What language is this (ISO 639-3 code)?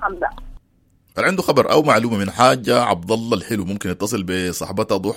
apd